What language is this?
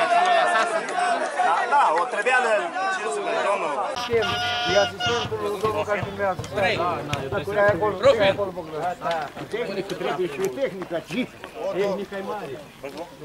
Romanian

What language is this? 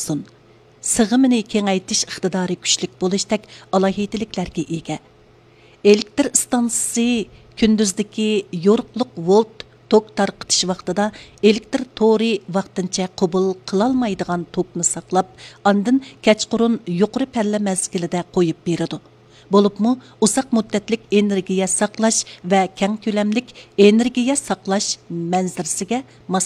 Uyghur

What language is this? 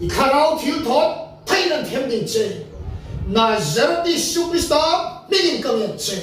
Hmar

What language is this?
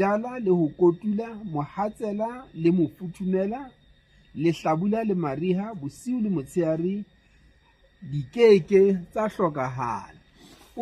Southern Sotho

